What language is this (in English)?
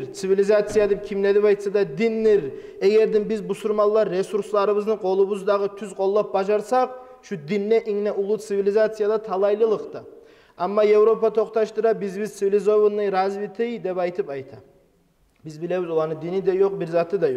Kumyk